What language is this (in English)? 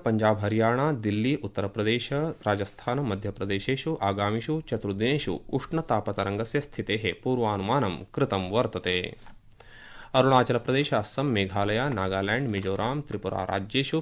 Sanskrit